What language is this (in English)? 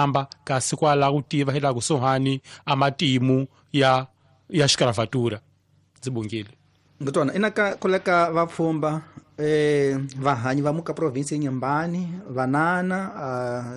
Tsonga